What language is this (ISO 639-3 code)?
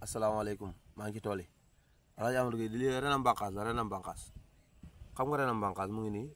wol